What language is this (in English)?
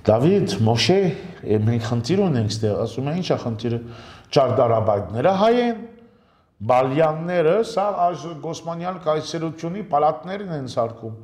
Armenian